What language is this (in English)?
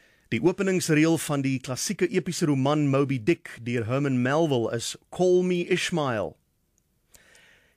Afrikaans